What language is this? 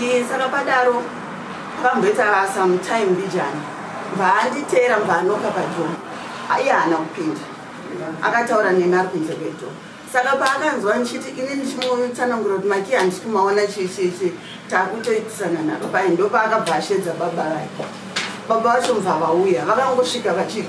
Shona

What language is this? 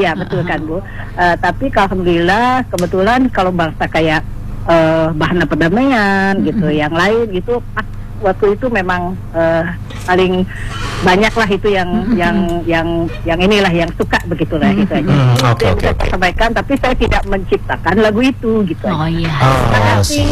Indonesian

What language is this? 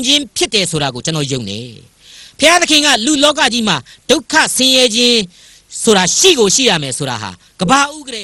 Burmese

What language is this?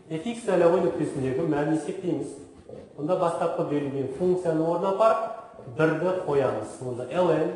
Kazakh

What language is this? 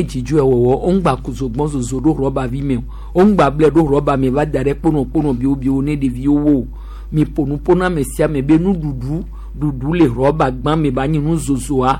Gen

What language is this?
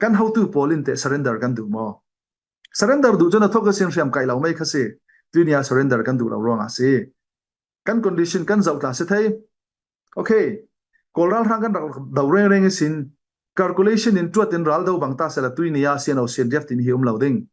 Falam Chin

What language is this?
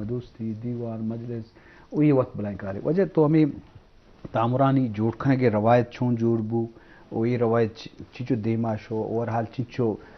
Baluchi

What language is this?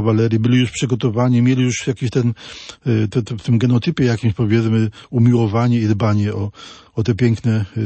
Polish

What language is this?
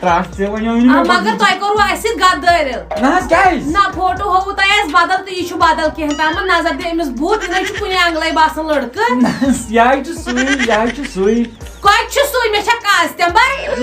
Kashmiri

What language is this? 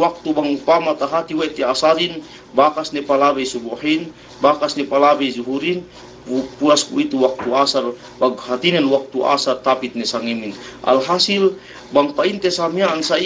Yakan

